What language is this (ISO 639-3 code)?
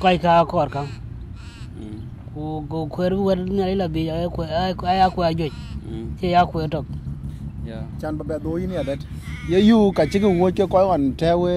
din